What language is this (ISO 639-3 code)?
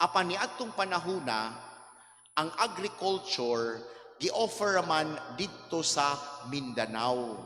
ceb